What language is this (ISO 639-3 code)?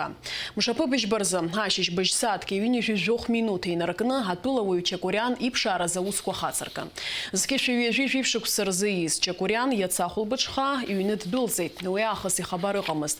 abk